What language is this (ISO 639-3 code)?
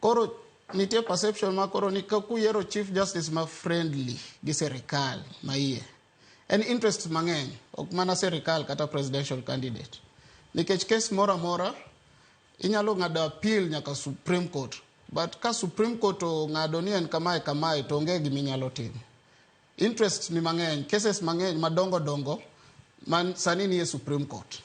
luo